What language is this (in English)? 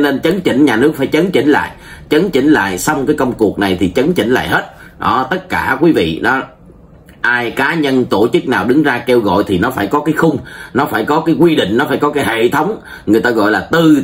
Vietnamese